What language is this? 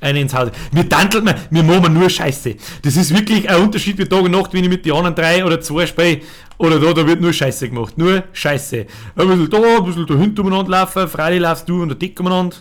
Bavarian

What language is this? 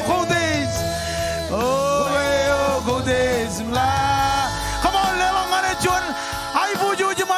Marshallese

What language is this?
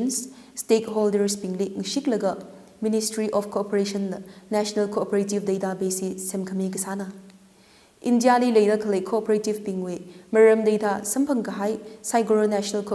Tangkhul Naga (India)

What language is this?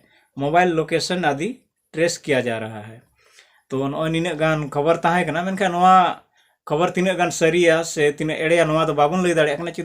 Santali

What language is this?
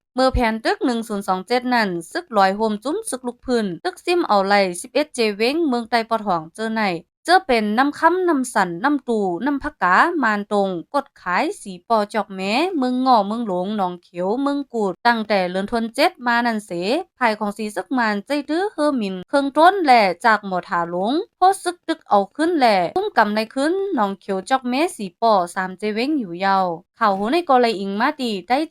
Shan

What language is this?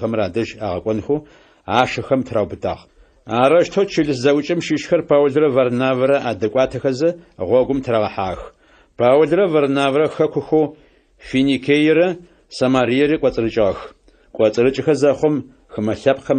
Adyghe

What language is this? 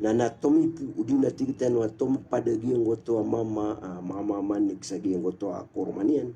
Maranao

